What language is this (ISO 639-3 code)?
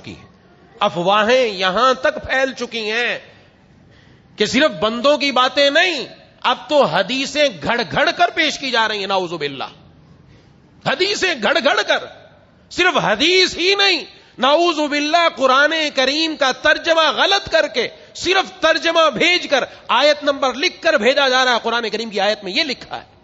urd